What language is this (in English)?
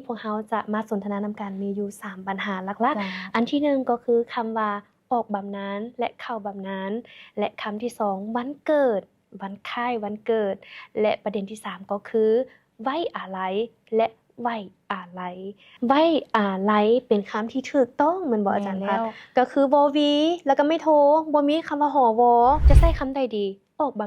Lao